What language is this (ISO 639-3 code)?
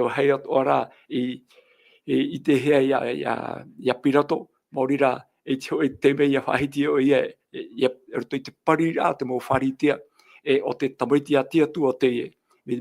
tah